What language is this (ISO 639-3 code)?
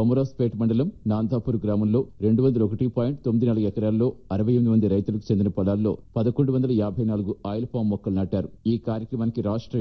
tel